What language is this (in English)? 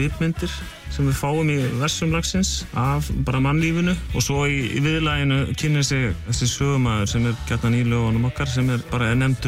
Icelandic